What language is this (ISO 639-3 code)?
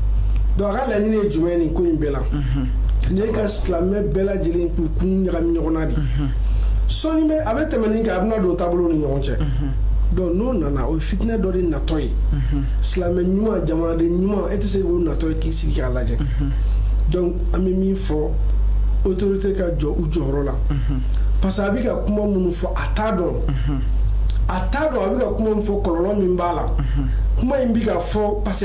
bam